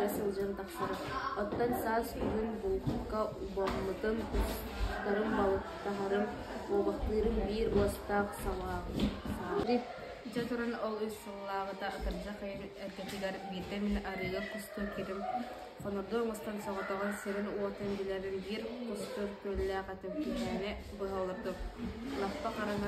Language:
Yakut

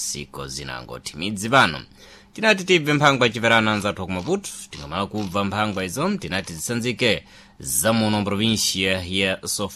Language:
Sena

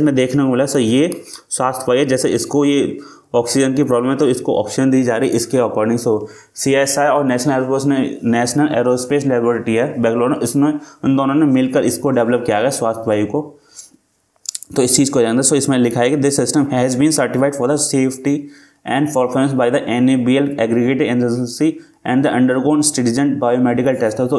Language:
Hindi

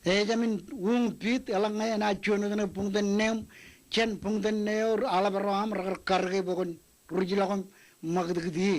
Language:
Marshallese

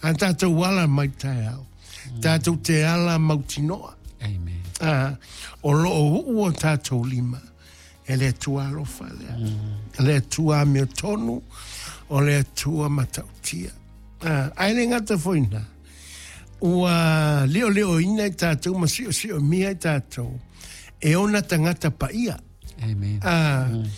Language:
Samoan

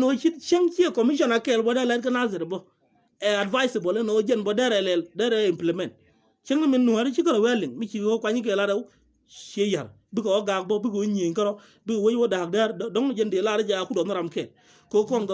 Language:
Nuer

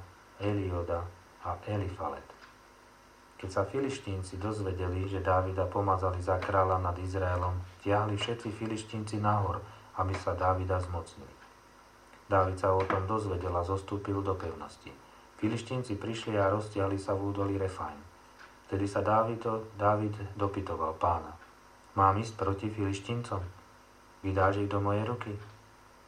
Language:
Slovak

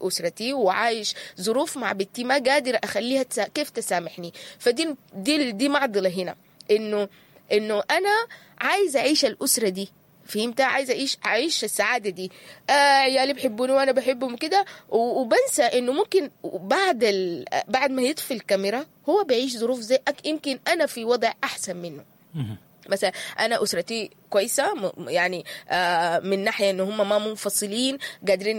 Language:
Sudanese Arabic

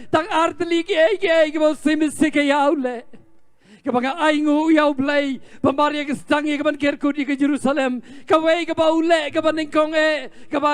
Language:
Khasi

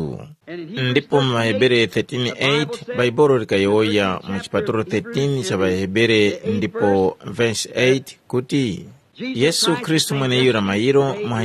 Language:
Tumbuka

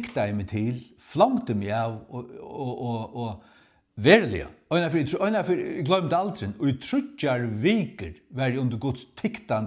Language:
Faroese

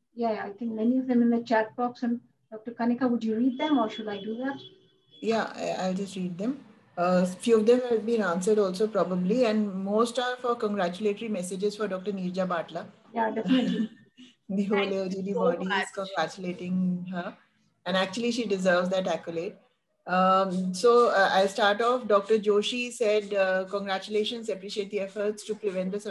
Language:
English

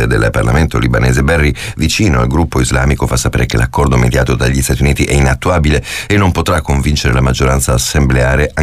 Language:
Italian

